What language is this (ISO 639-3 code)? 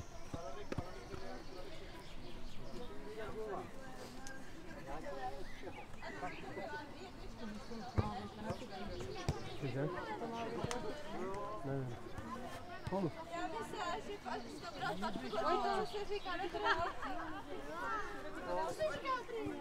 ces